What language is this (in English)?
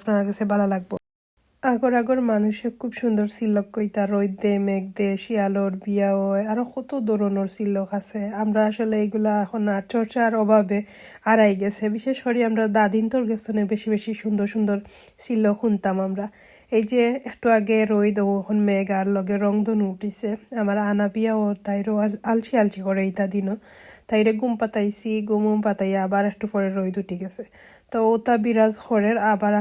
Sylheti